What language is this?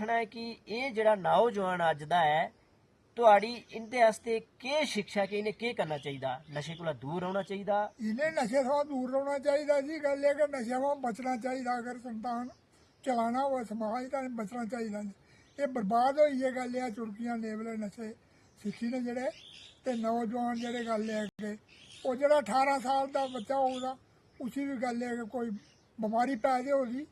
Dogri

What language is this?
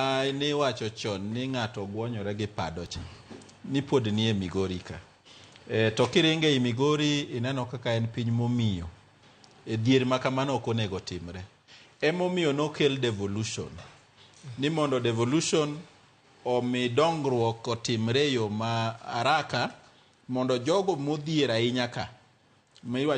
Luo (Kenya and Tanzania)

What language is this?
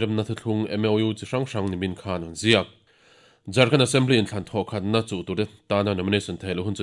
Mizo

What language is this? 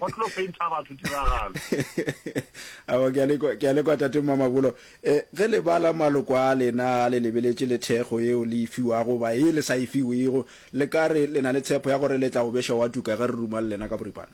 Northern Sotho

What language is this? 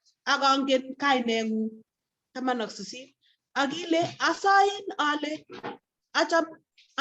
Kalenjin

